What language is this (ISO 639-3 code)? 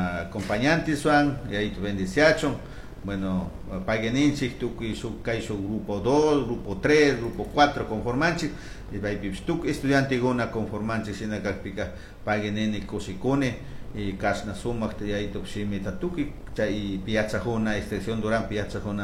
qug